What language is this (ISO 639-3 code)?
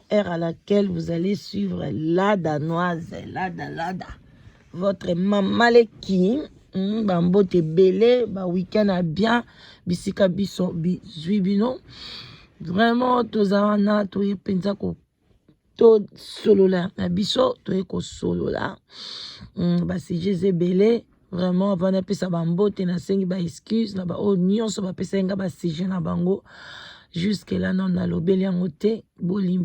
lin